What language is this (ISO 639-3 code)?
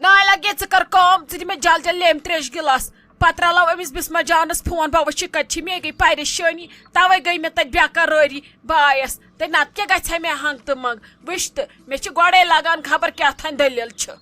kas